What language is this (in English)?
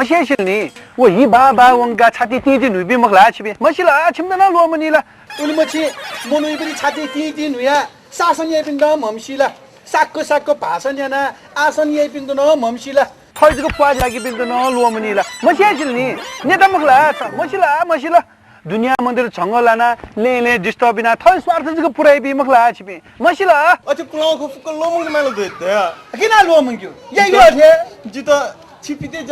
Newari